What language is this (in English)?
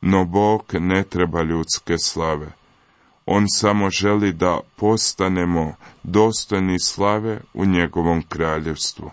Croatian